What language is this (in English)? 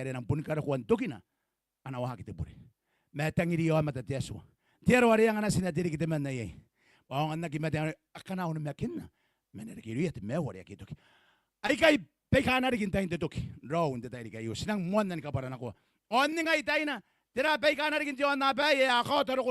Gilbertese